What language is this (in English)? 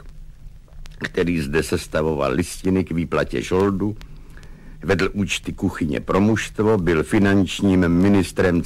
Czech